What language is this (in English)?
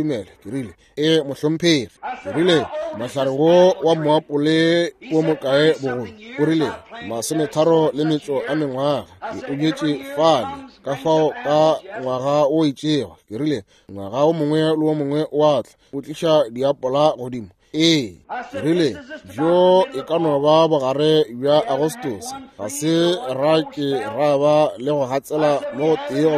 Northern Sotho